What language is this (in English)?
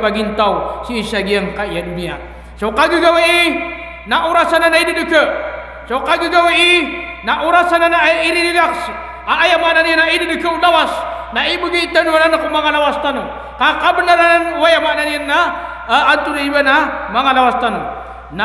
Maranao